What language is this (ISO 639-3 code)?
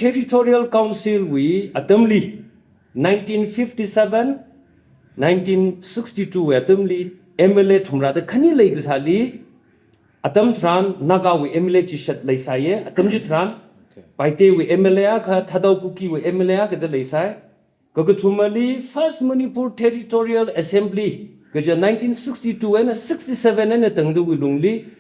nmf